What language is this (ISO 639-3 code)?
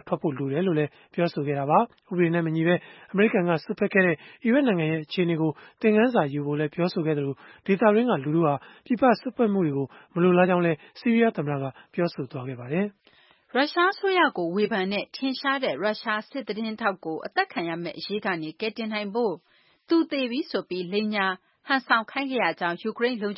mya